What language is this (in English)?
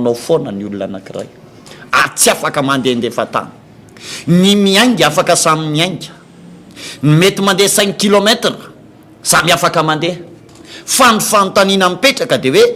Malagasy